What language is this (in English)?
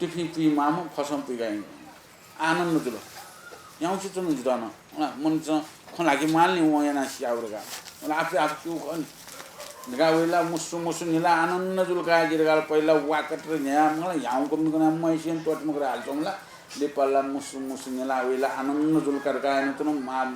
Newari